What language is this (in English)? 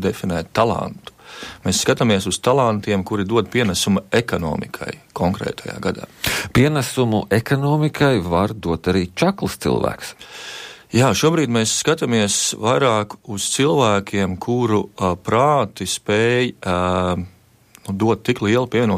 Latvian